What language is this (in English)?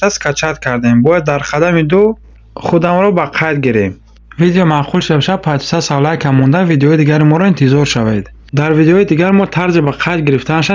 Tajik